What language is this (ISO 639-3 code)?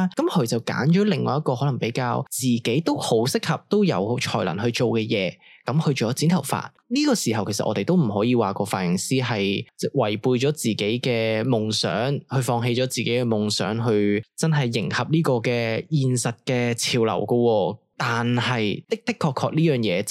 yue